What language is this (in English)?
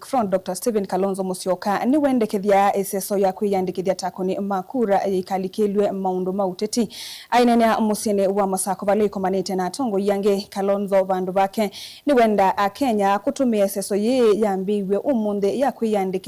Kamba